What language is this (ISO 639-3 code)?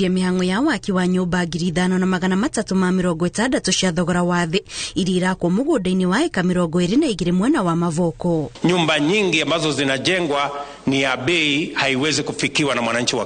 kik